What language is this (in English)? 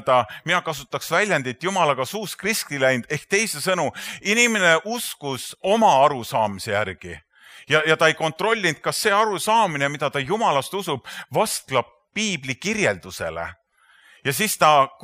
Estonian